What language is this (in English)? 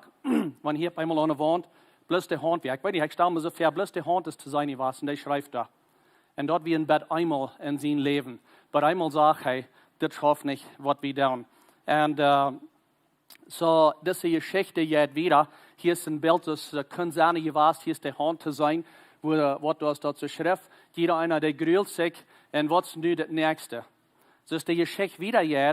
Plautdietsch